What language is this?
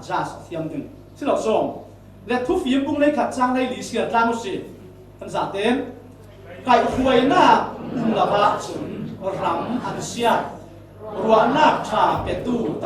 Falam Chin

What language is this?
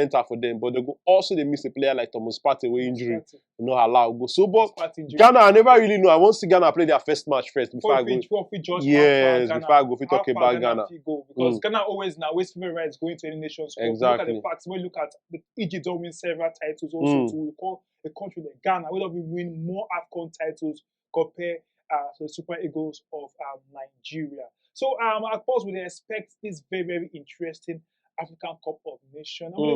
Nigerian Pidgin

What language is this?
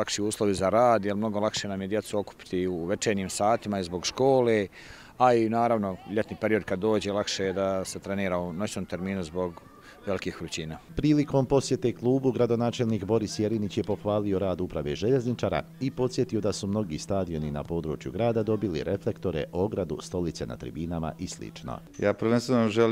Bosnian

